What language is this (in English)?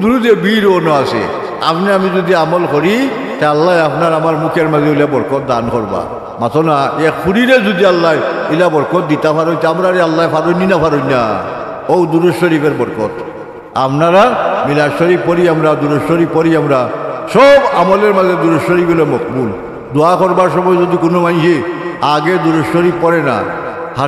Sylheti